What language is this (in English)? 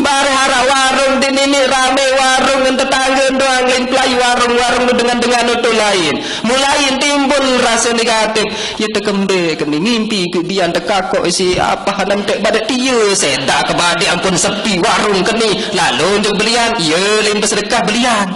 Sasak